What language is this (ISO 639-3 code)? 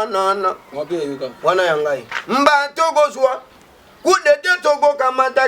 lin